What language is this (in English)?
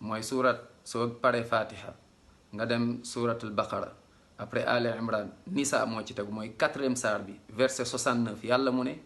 Wolof